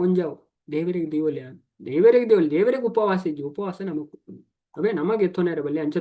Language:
Tulu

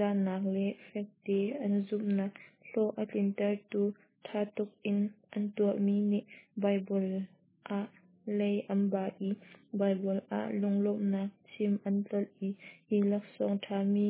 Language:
Hakha Chin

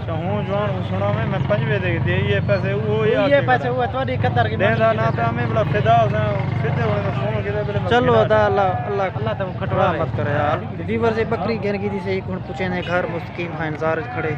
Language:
Saraiki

